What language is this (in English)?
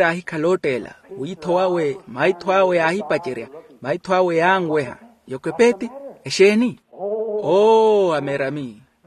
Makhuwa